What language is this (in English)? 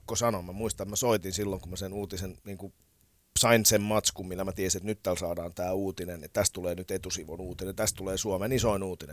Finnish